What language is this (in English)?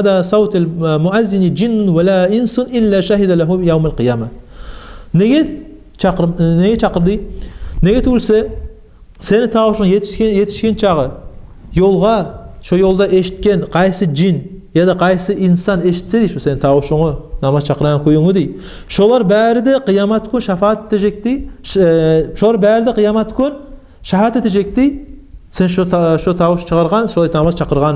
Kumyk